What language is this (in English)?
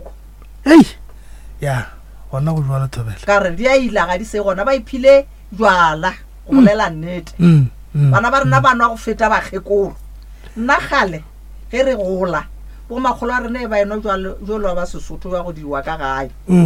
Northern Sotho